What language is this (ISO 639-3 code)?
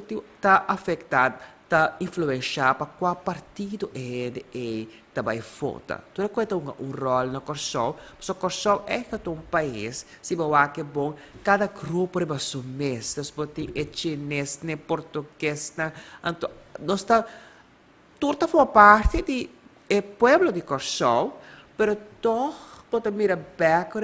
pap